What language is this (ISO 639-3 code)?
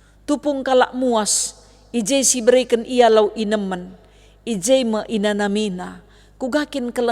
btx